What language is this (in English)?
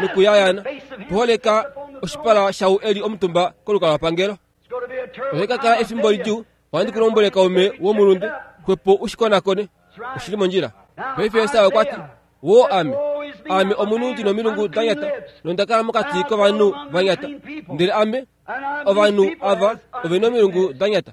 Kuanyama